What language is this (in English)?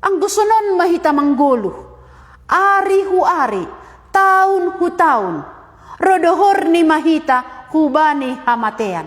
Batak Simalungun